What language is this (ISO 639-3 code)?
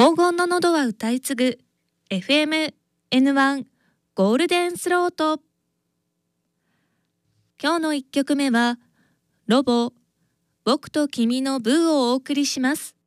jpn